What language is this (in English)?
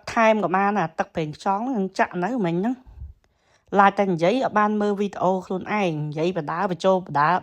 Khmer